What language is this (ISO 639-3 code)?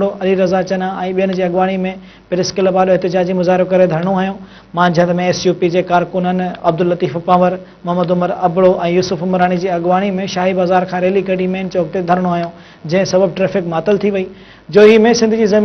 snd